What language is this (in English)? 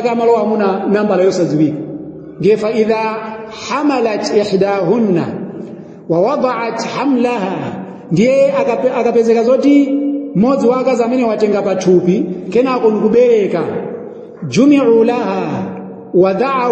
Nyanja